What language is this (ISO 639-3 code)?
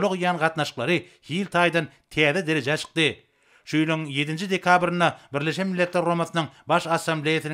tuk